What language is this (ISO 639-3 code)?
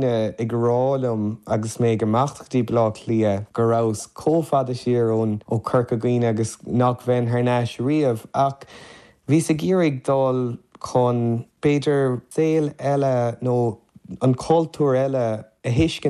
gle